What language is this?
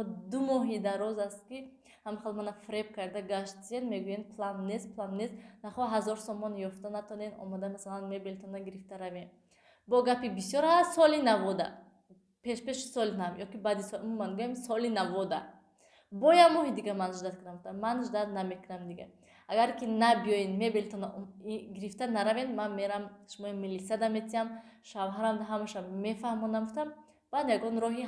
Tajik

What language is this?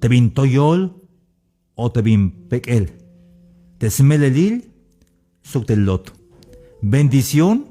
Tzeltal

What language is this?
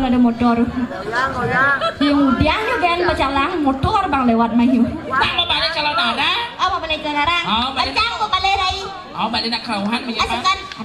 Balinese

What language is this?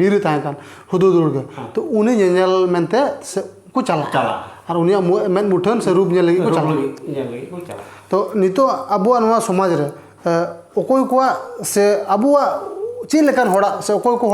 Santali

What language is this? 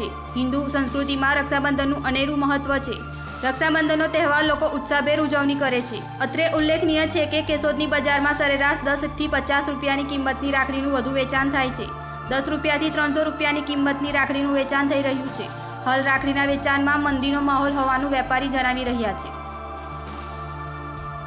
Gujarati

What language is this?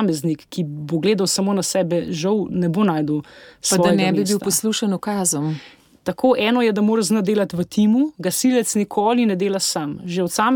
Slovenian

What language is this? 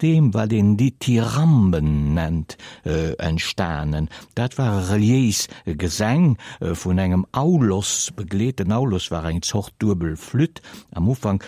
Luxembourgish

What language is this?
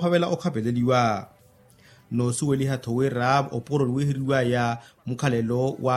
Makhuwa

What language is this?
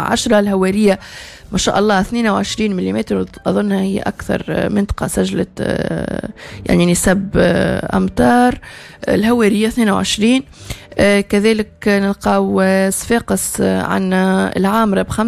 Tunisian Arabic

